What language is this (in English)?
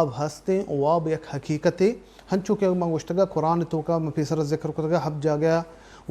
Baluchi